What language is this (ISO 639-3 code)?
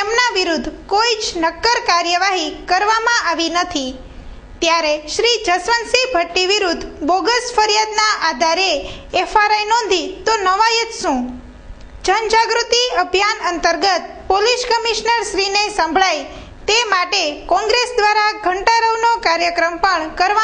guj